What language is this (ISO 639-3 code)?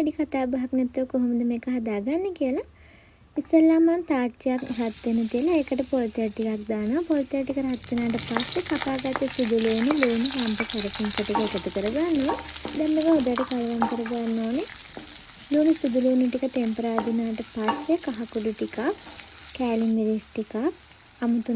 sin